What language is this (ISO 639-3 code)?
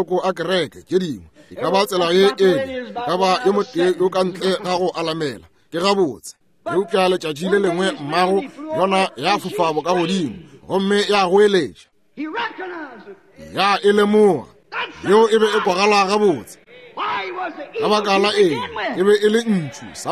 nso